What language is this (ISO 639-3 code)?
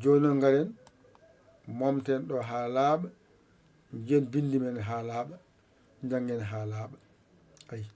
ful